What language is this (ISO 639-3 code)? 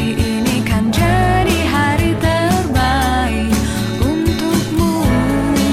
ind